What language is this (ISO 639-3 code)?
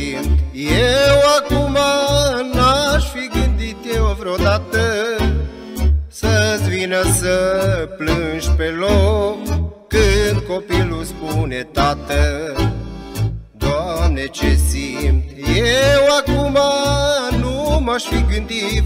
ron